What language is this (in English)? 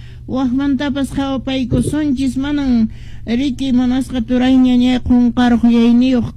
Quechua